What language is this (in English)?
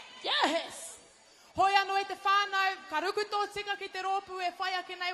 Māori